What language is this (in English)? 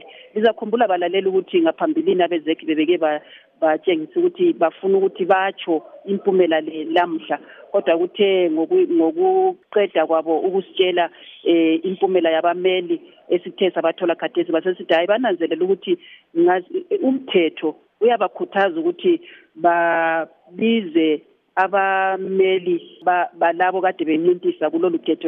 North Ndebele